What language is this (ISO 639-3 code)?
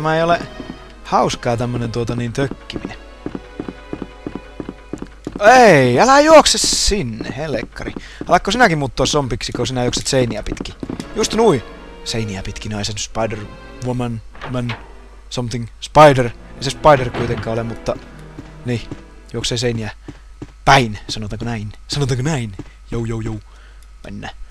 fin